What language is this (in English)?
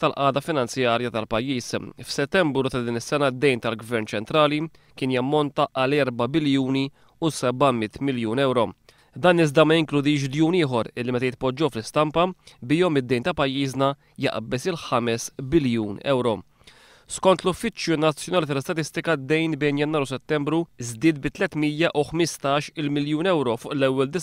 Maltese